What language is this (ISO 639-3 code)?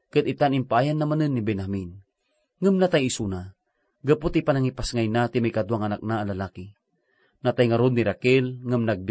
ilo